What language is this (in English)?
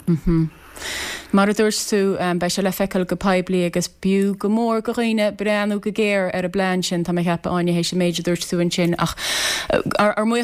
Irish